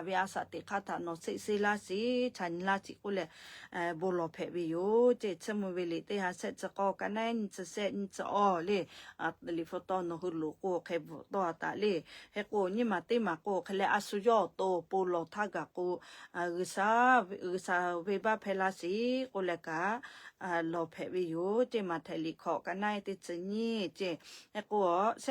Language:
Lahu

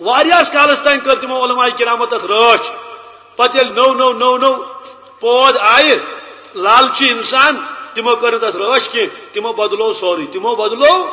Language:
Kashmiri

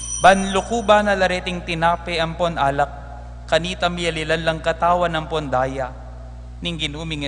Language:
Pampanga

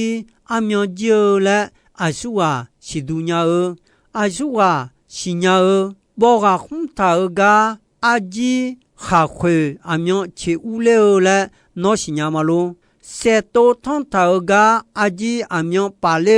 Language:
Akha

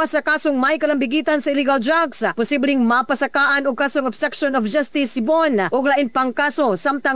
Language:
Cebuano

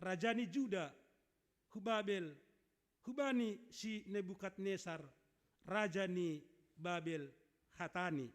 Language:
Batak Simalungun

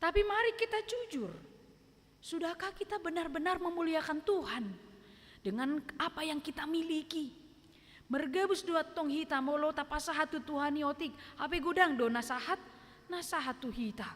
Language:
Batak Toba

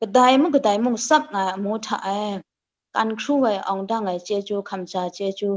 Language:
Kachin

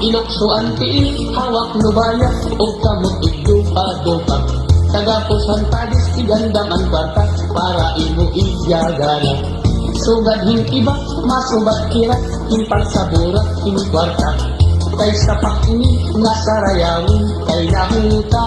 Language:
Waray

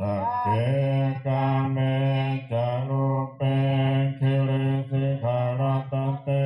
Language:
Pali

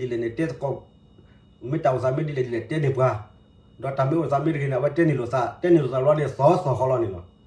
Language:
S'gaw Karen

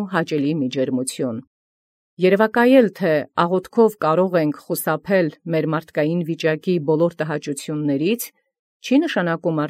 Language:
Armenian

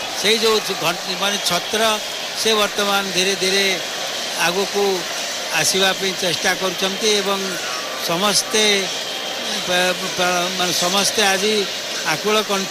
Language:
Odia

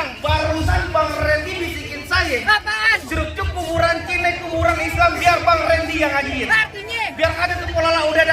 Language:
Betawi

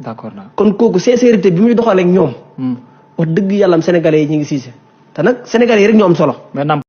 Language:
Wolof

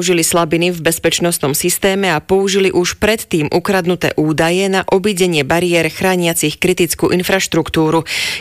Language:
Slovak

